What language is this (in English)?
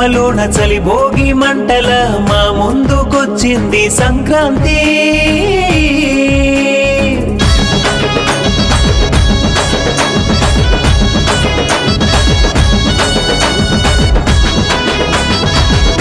Telugu